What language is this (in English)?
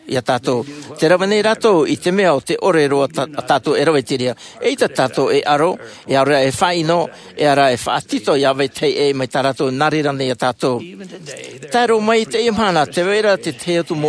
Tahitian